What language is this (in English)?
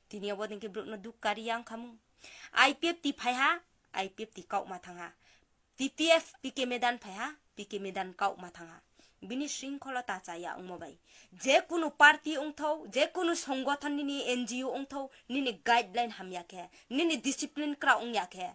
Kok Borok